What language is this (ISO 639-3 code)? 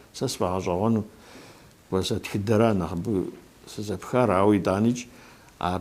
kbd